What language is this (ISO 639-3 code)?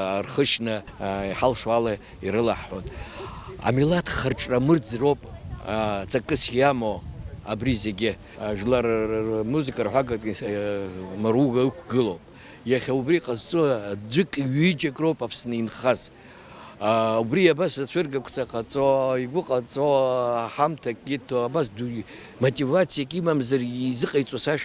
abk